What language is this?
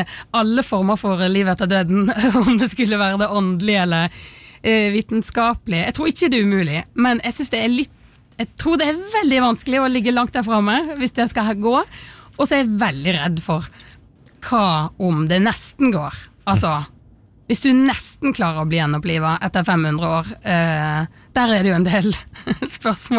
Norwegian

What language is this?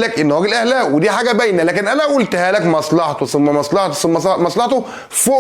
Egyptian Arabic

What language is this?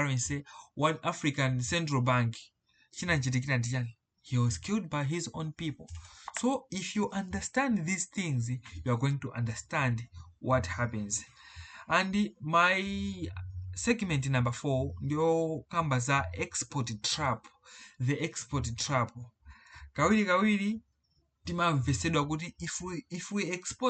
Nyanja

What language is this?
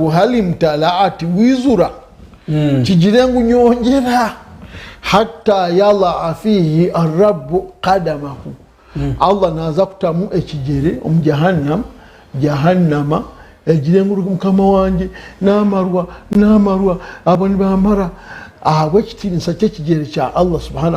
Nyankole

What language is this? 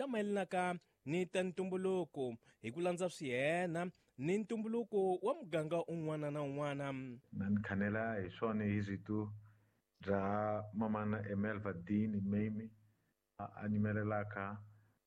Tsonga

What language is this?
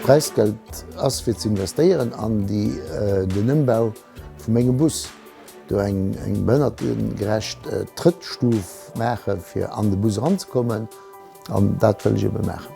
Luxembourgish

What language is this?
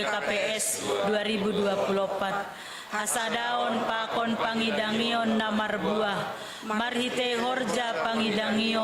Batak Simalungun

